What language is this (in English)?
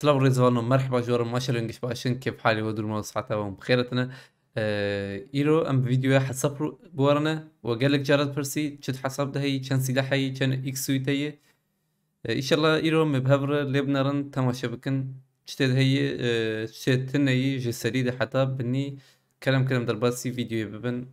Kurdish